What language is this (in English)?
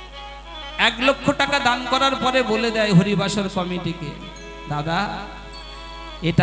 Bangla